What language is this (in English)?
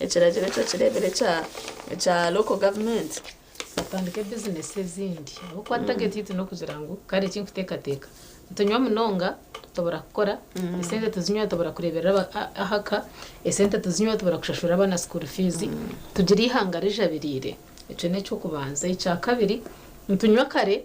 Nyankole